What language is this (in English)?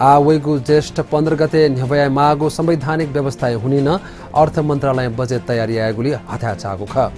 Newari